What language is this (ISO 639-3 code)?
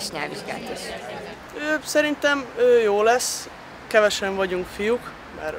hun